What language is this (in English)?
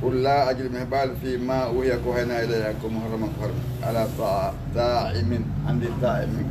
Fula